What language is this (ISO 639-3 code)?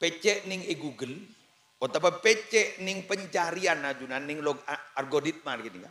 mad